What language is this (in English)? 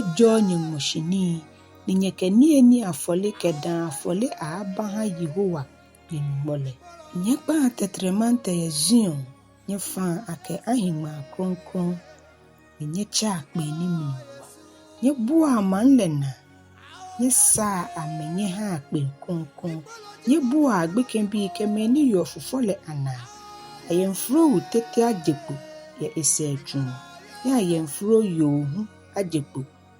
Ga